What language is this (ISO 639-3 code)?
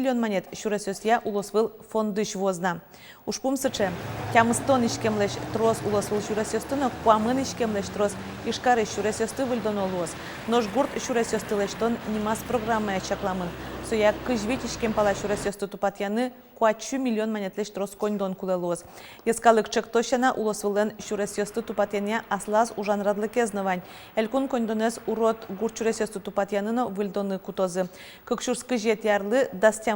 udm